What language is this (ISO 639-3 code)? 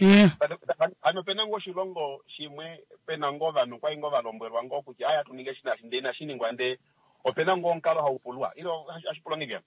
kua